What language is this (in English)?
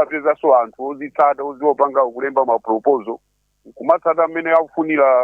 Nyanja